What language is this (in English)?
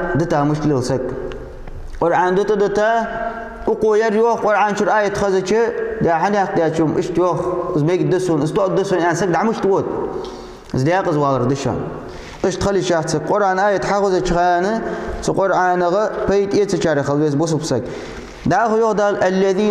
Ingush